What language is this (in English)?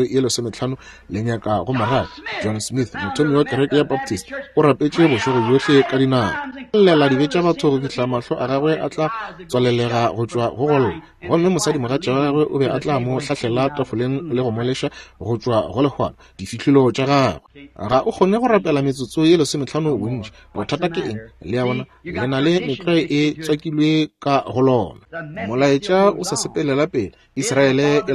Northern Sotho